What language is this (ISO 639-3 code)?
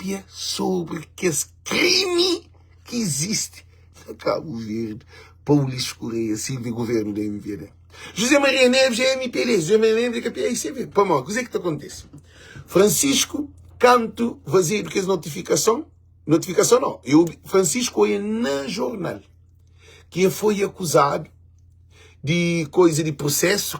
kea